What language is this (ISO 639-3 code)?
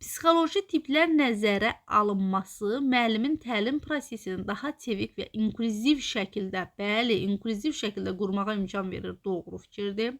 aze